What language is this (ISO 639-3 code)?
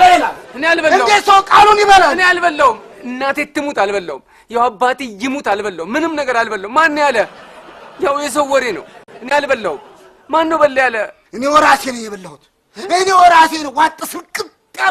amh